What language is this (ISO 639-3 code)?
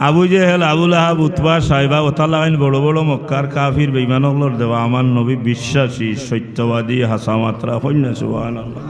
syl